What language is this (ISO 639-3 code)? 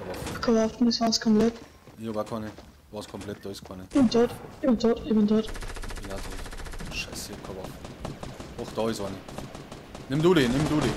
bar